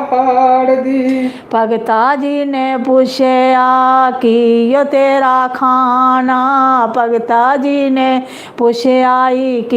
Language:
Dogri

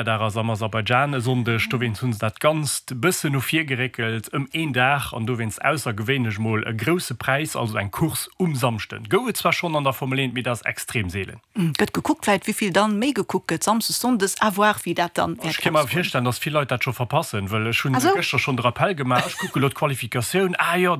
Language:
Luxembourgish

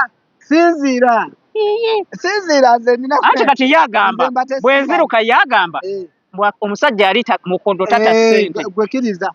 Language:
Ganda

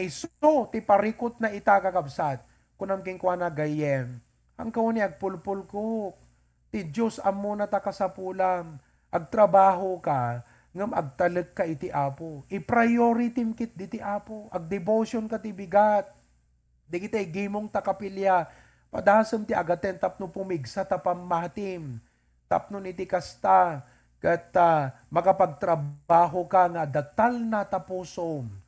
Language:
Iloko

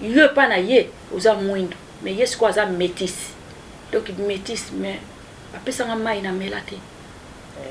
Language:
Lingala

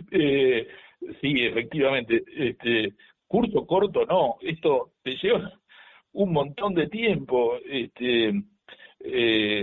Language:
Spanish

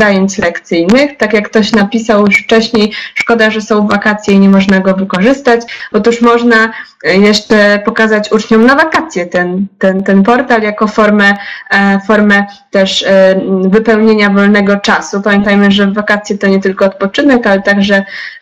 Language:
Polish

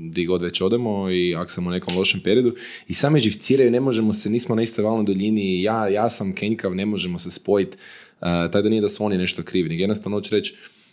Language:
Croatian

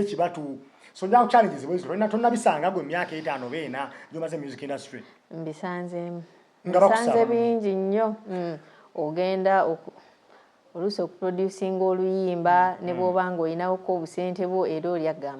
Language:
Ganda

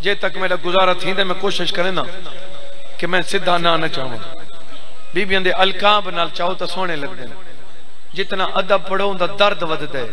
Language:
Saraiki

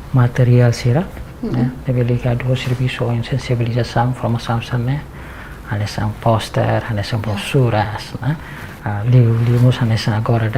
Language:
Tetum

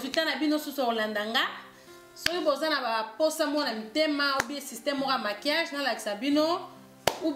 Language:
Lingala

